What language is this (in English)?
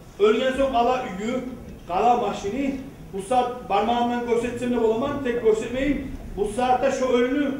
Kumyk